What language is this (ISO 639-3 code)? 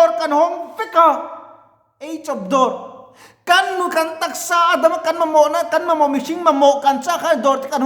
lus